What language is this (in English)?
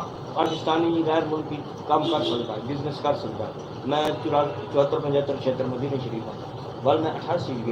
Saraiki